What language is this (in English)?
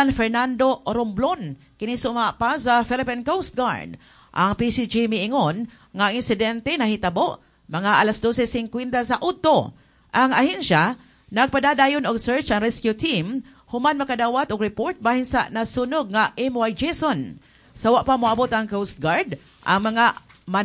Cebuano